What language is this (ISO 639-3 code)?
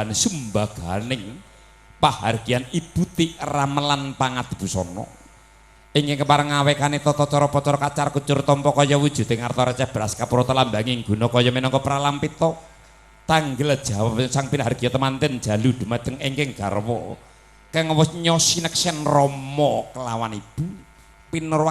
jav